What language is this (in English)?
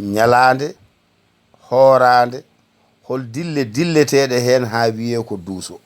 Fula